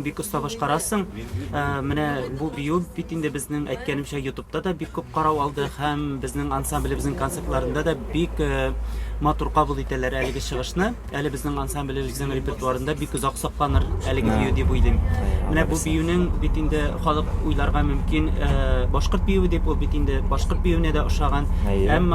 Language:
Tatar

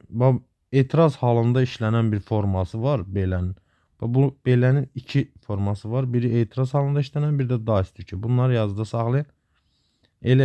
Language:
Azerbaijani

